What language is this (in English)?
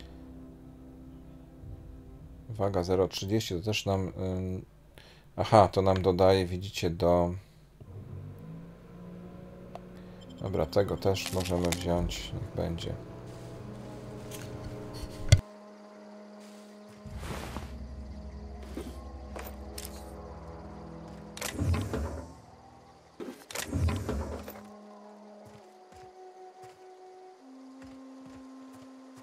Polish